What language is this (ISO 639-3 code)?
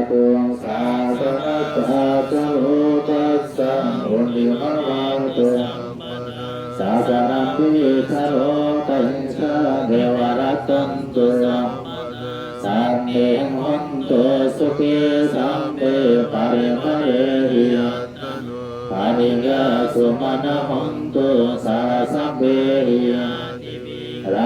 pli